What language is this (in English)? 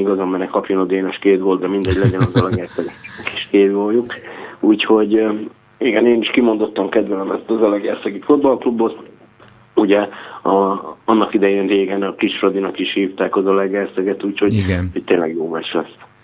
Hungarian